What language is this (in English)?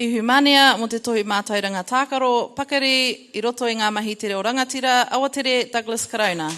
Māori